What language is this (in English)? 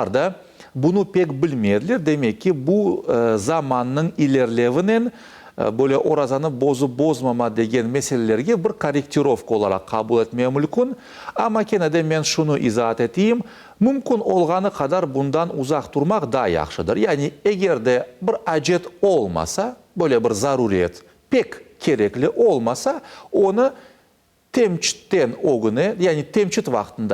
Crimean Tatar